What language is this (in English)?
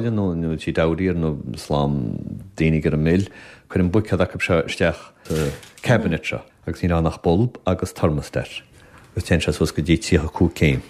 Irish